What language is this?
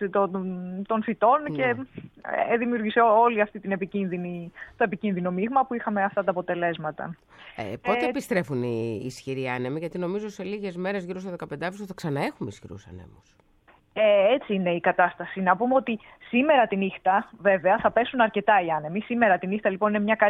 Greek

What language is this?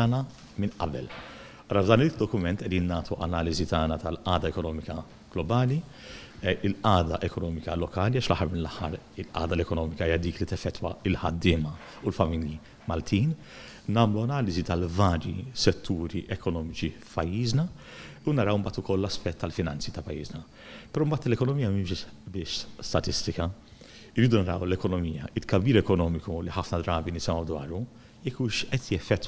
Maltese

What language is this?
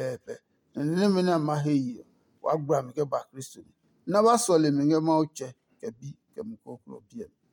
Adangme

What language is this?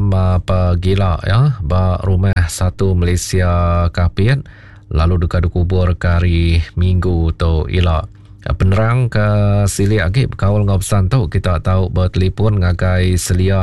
Iban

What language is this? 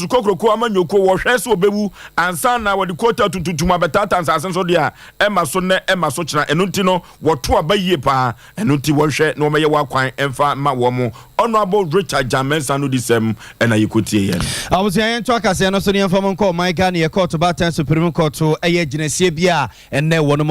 Akan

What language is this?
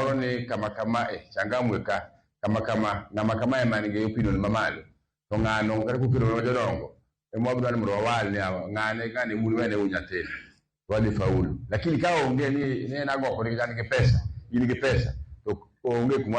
Luo (Kenya and Tanzania)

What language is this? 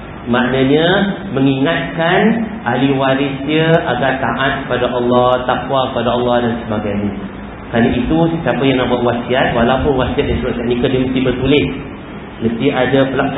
Malay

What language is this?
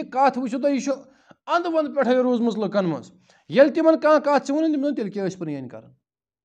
Kashmiri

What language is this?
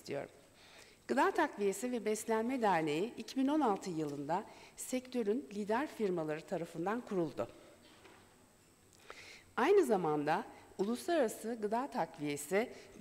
Turkish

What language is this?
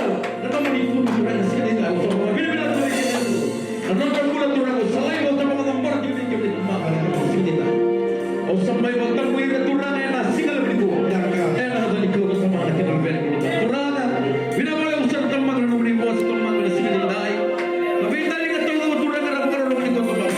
Fijian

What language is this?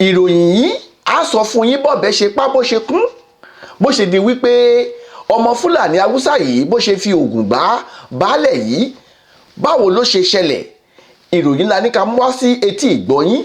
Yoruba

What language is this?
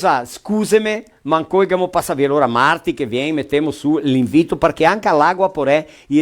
Venetian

